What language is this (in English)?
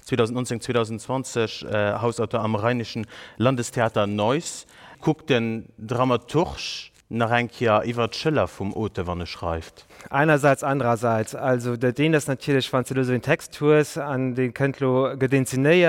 Luxembourgish